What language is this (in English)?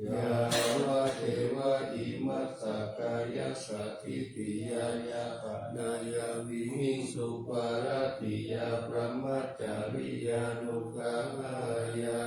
Pali